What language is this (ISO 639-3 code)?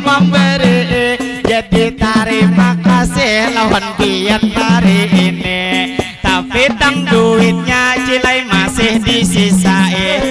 bjn